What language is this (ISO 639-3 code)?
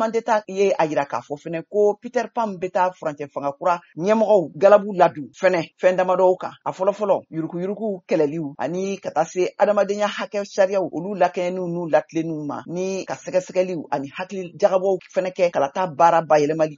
bam